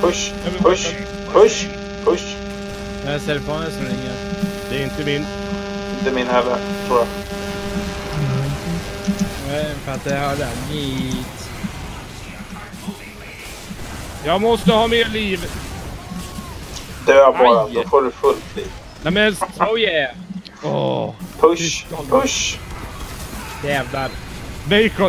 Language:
Swedish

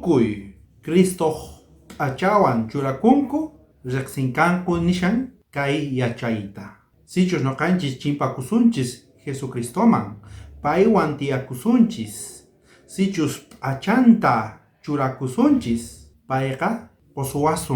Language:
South Bolivian Quechua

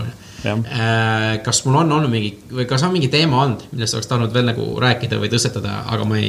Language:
Estonian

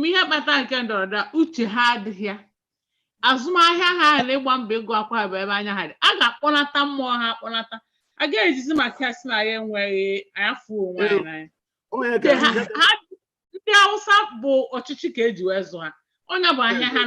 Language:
Igbo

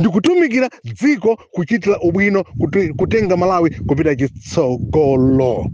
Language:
Nyanja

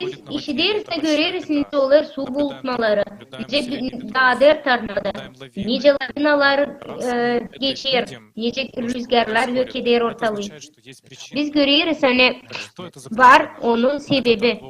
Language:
Gagauz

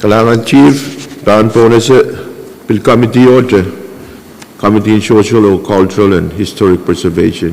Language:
Pohnpeian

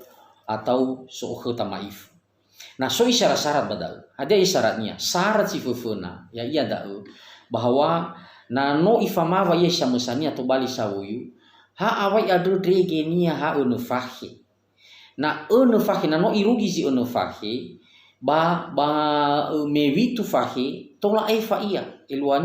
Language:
Nias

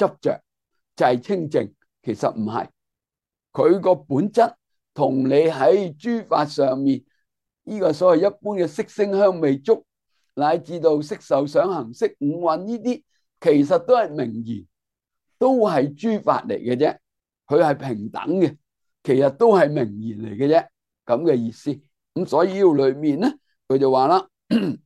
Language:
Cantonese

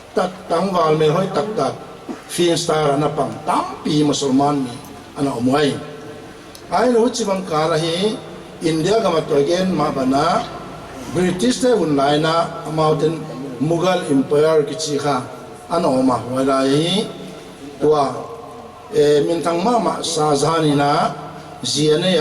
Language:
Paite Chin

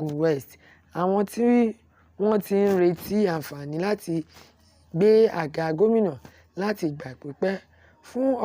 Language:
Yoruba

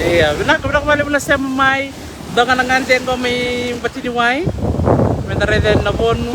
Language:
Fijian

